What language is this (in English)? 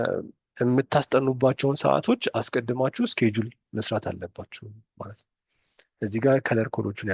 Amharic